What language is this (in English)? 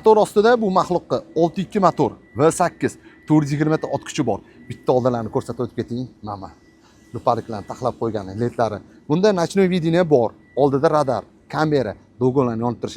Uzbek